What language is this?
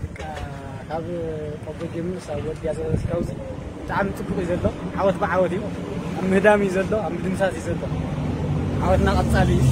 Tigrinya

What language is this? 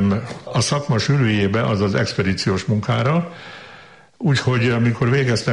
Hungarian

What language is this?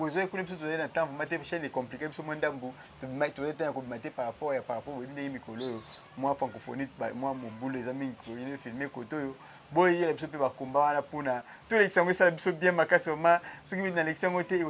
Lingala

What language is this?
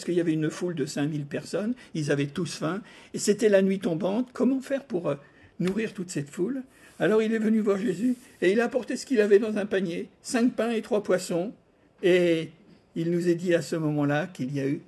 French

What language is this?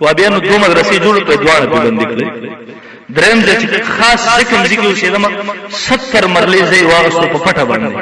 Pashto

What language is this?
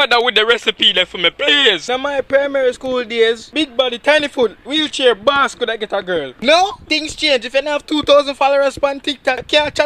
Jamaican Creole English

